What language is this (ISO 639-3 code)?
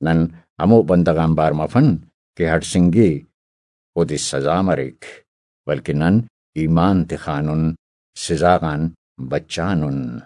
brh